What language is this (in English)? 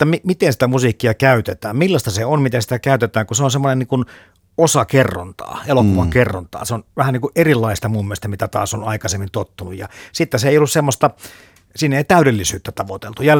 Finnish